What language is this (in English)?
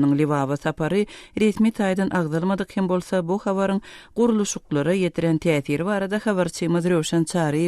Turkmen